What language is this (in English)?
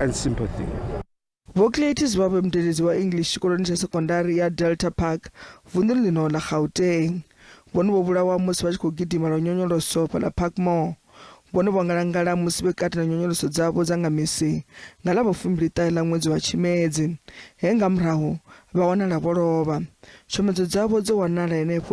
Venda